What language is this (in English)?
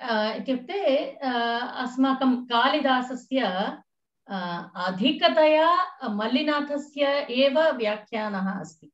Sanskrit